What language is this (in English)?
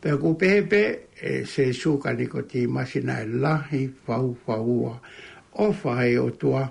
Tongan